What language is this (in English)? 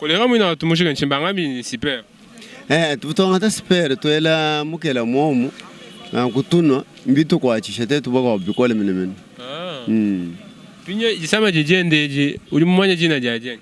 Luba-Lulua